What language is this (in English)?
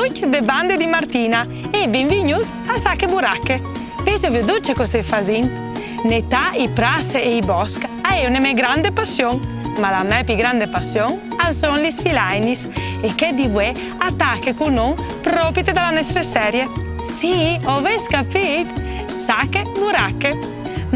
Friulian